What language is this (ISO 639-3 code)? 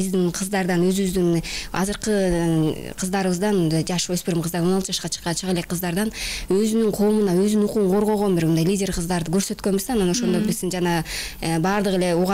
kir